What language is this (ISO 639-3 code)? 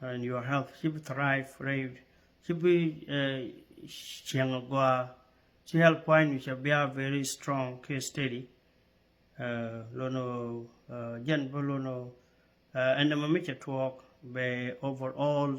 nus